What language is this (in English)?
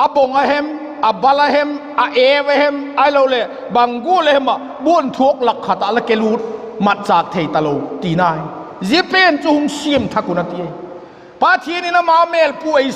Vaiphei